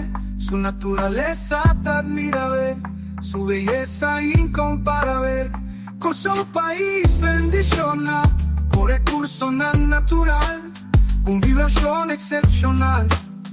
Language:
Papiamento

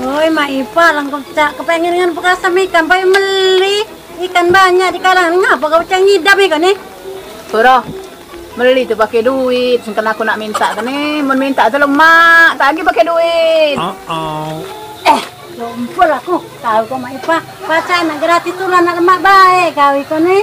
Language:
Musi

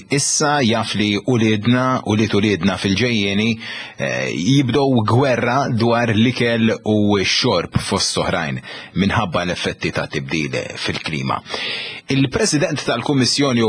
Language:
Maltese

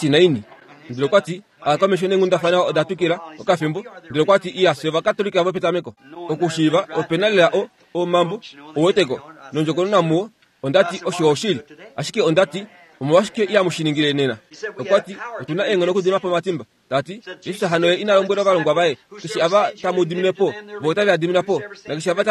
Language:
Kuanyama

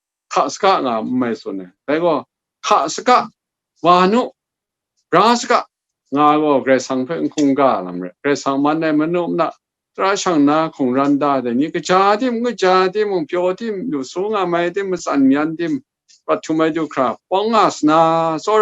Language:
Kachin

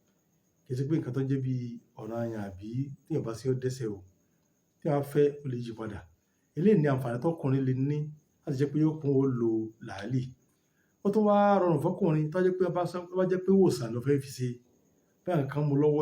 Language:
Yoruba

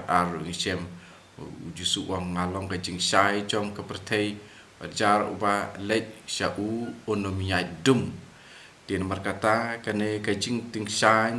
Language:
Khasi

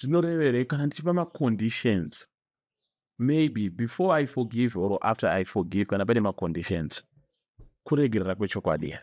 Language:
Shona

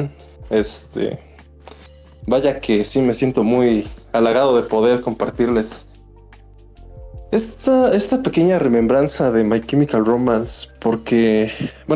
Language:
Spanish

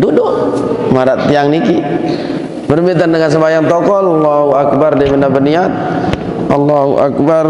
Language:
Sasak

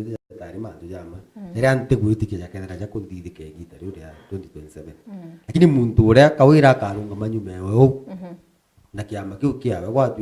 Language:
Meru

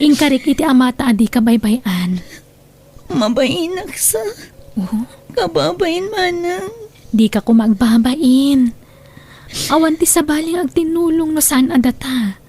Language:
Iloko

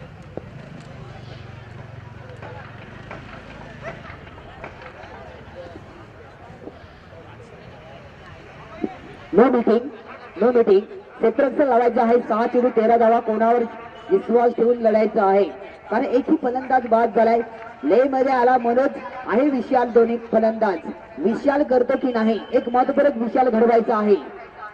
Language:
Marathi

